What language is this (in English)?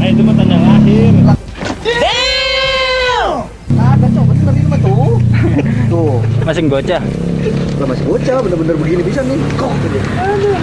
Betawi